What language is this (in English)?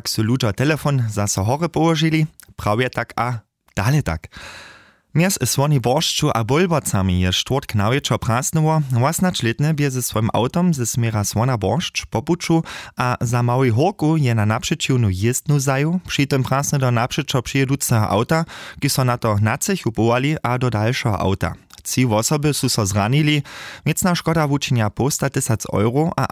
Upper Sorbian